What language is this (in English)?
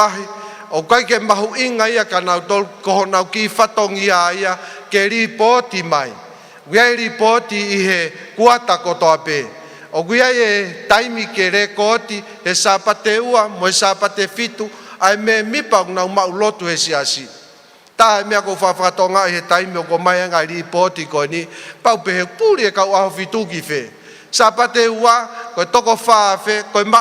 Tongan